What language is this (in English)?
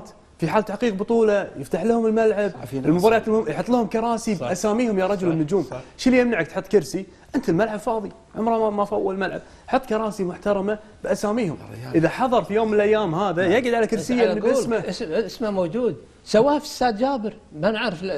Gulf Arabic